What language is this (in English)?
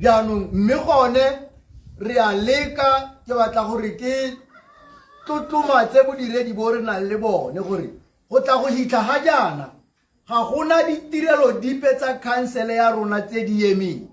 Tswana